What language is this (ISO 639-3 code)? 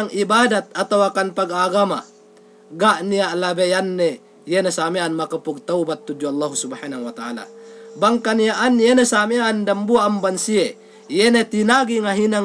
yka